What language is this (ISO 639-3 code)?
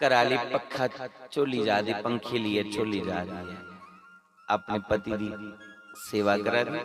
doi